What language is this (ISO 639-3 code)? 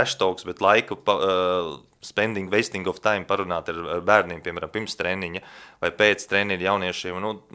lav